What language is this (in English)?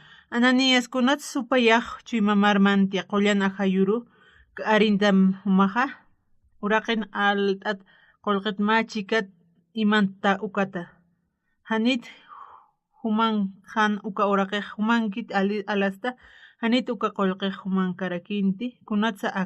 Aymara